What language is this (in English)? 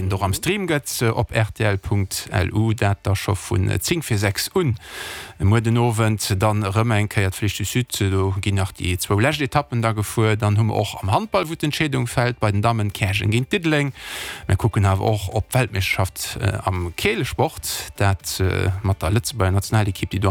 Luxembourgish